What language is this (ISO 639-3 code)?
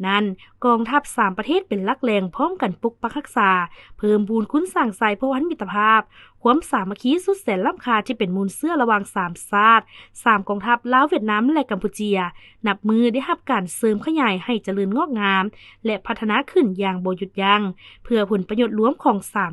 lao